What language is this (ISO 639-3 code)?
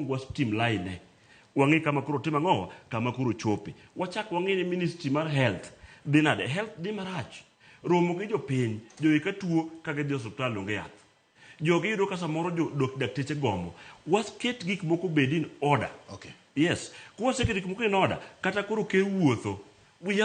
luo